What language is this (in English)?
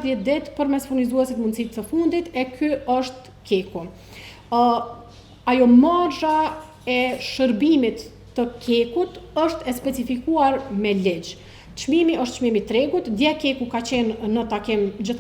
Albanian